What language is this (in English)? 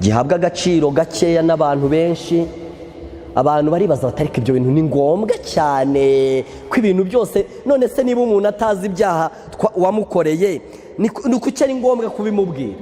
Kinyarwanda